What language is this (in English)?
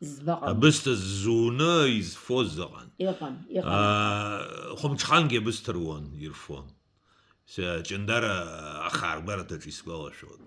Abkhazian